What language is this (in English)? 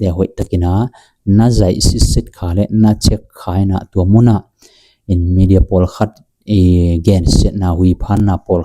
Tedim Chin